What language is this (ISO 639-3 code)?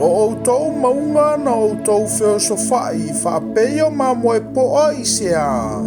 smo